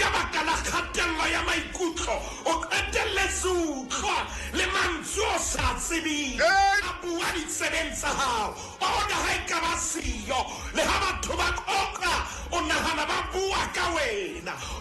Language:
Southern Sotho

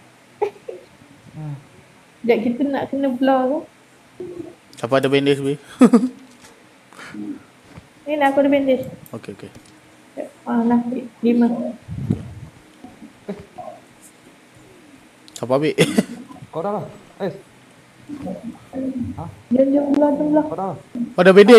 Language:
Malay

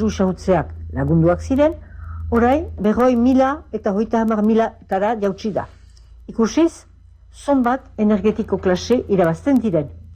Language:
Basque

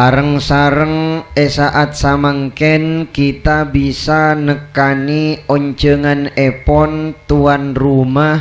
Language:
Madurese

